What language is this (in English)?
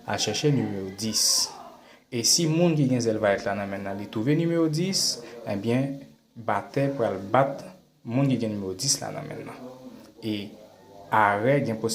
Haitian Creole